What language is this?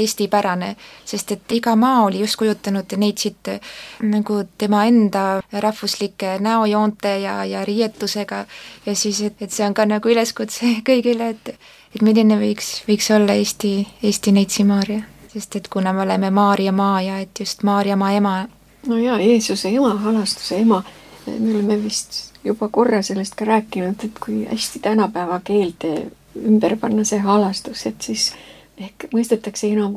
Estonian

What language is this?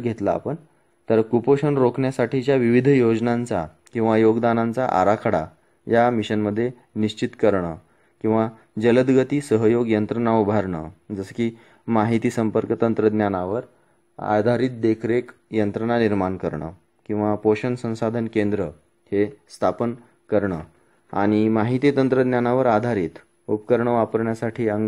Marathi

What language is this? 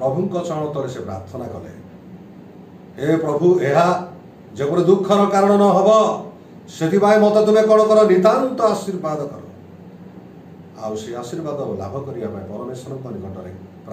Odia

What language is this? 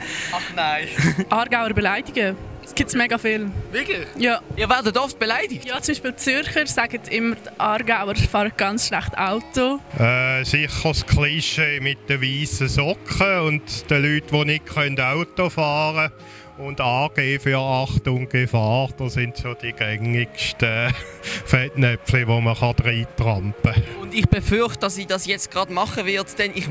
Swiss German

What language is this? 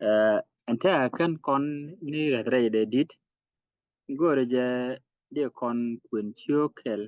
Nuer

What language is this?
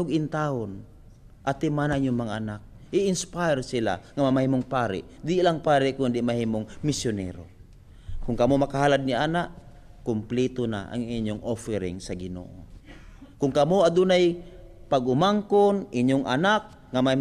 Cebuano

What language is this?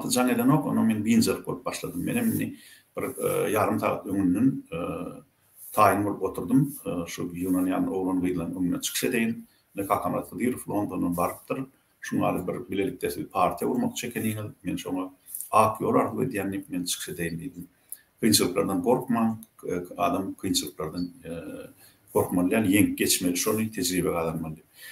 Turkmen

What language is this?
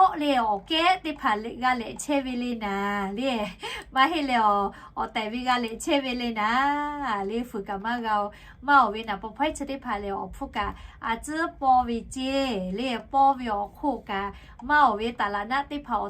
Lahu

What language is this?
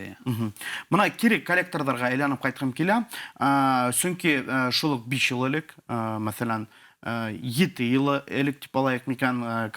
Bashkir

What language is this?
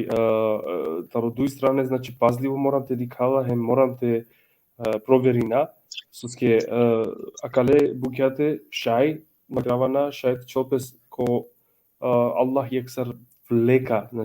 Balkan Romani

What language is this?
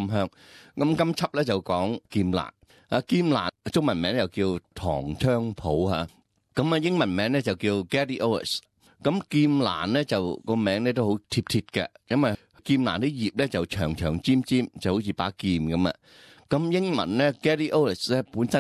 Cantonese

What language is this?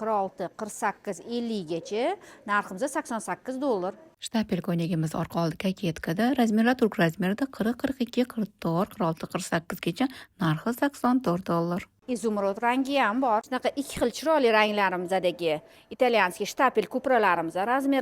Uzbek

